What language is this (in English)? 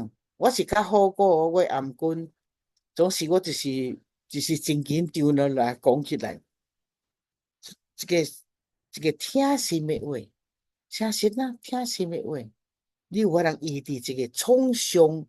Min Nan Chinese